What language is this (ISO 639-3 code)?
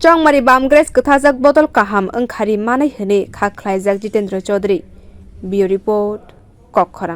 trp